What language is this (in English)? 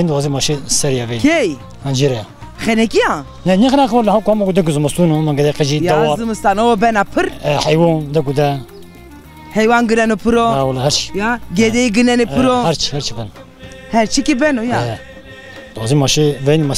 Zaza